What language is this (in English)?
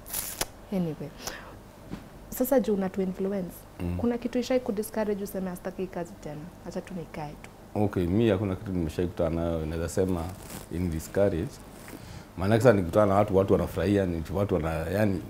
Swahili